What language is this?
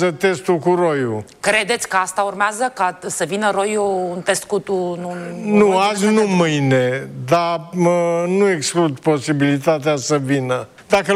Romanian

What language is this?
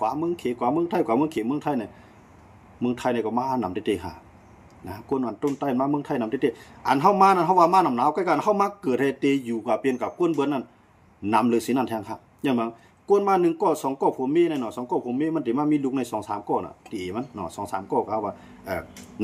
Shan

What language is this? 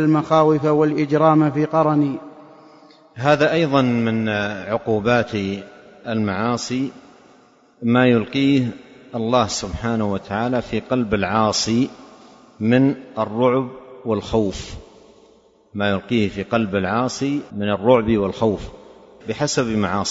Arabic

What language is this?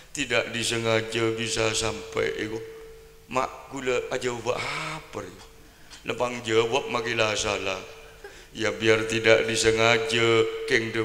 Madurese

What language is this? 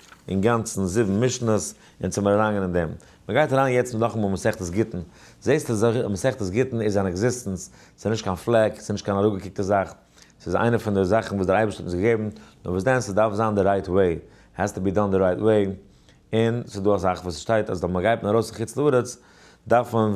Yiddish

